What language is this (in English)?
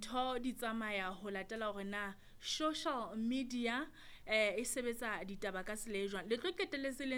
Southern Sotho